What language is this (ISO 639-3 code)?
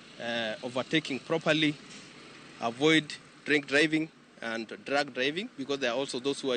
luo